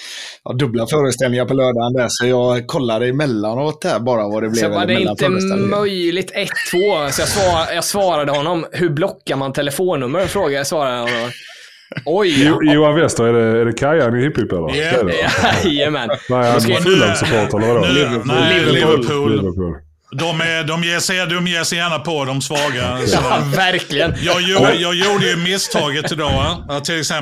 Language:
Swedish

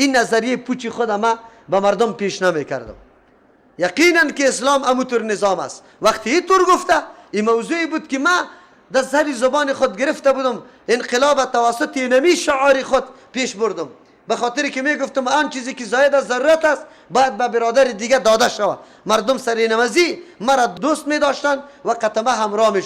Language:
Persian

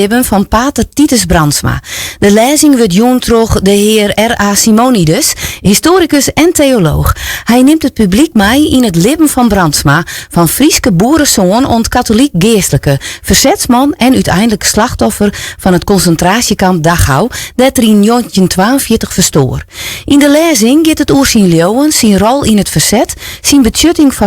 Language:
Western Frisian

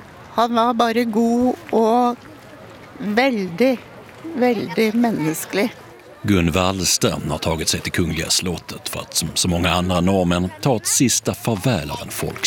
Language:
Swedish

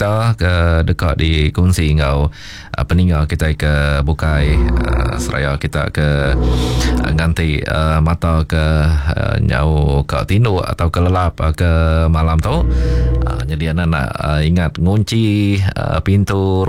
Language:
Iban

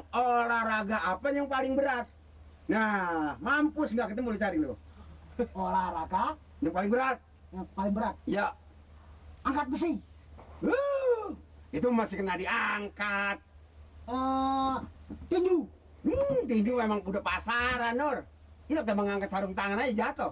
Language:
Betawi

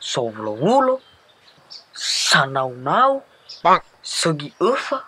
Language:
Nias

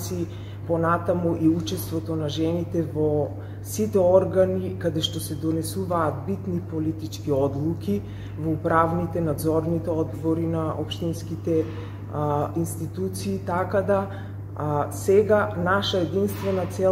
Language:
Macedonian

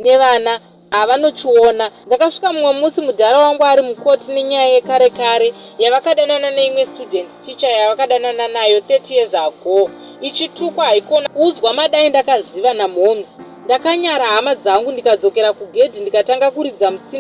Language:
Shona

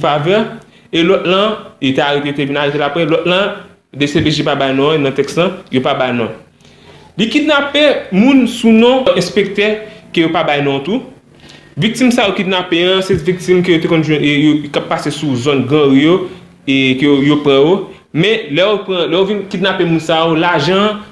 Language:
Haitian Creole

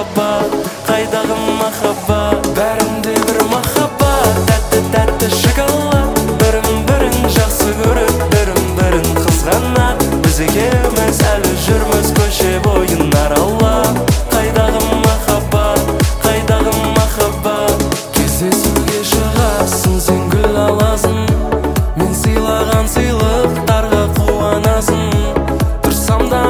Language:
Kazakh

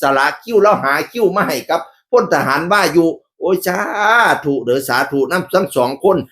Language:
Northeastern Thai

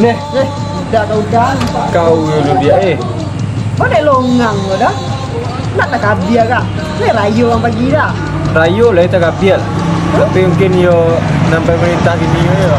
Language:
Minangkabau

